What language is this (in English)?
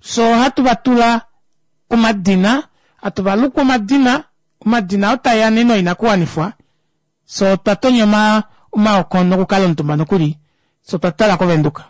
Kuanyama